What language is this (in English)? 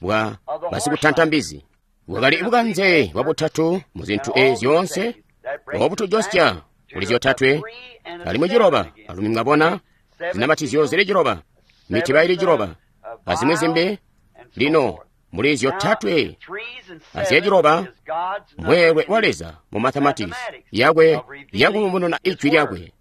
Tonga (Zambia)